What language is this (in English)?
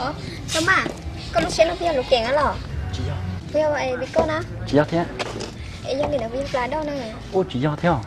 Hmong